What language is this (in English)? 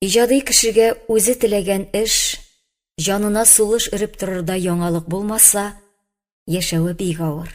Tatar